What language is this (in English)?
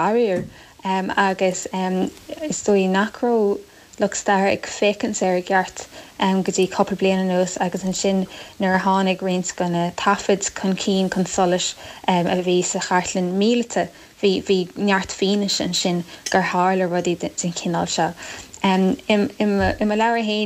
Irish